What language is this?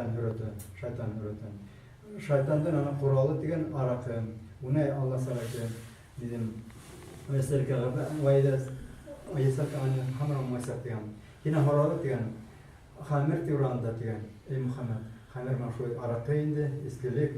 Bashkir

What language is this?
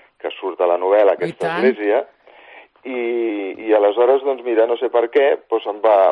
Catalan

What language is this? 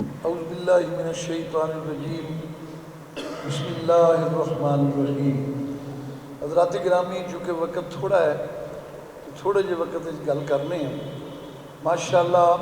Western Panjabi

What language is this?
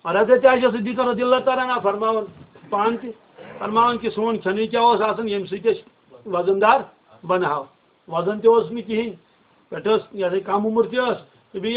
Kashmiri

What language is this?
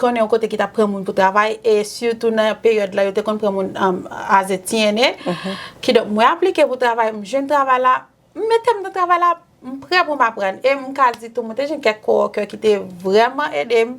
Haitian Creole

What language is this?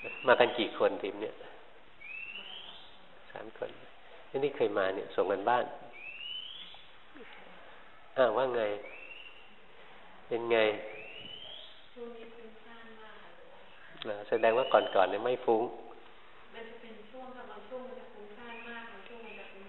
Thai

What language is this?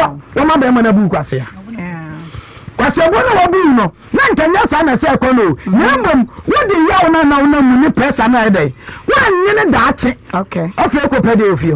Akan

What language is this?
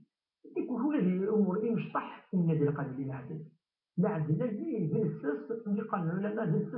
Kabyle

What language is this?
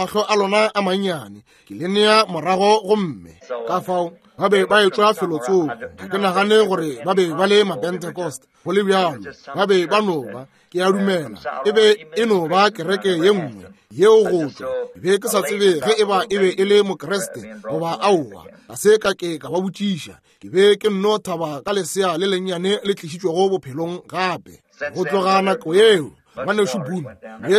Northern Sotho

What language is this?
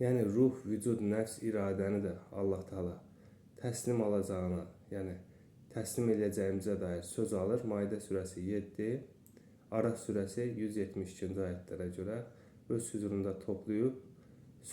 Azerbaijani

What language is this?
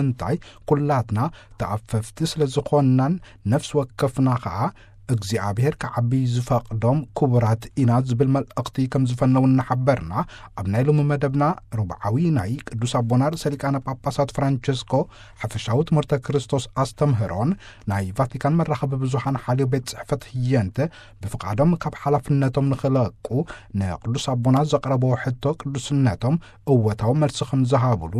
Tigrinya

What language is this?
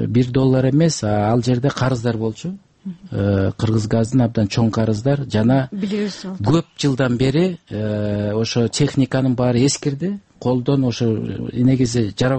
Kyrgyz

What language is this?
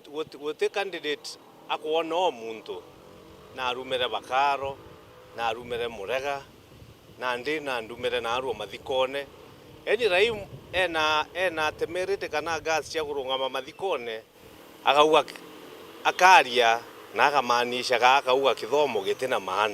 Meru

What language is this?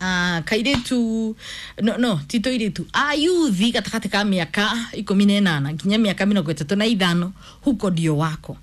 Kikuyu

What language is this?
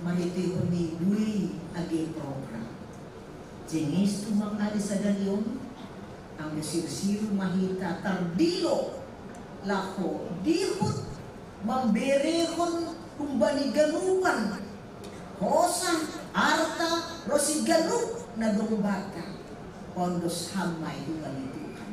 Batak Simalungun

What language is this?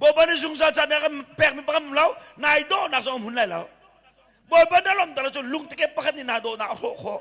Hakha Chin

